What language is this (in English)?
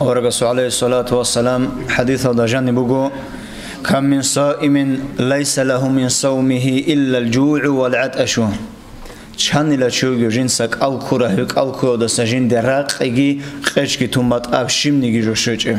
Avaric